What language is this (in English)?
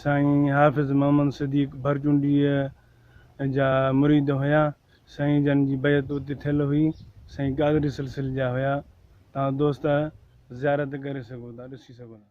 Sindhi